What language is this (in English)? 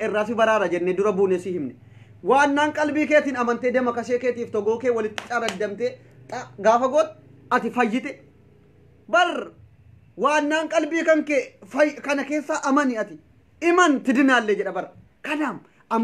Oromo